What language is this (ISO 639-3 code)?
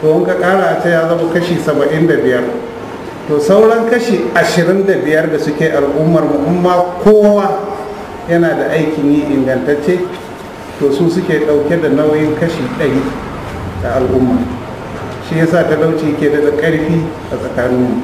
hau